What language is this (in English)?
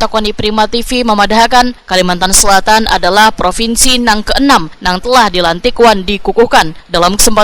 Banjar